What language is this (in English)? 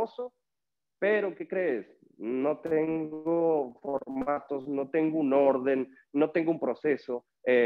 Spanish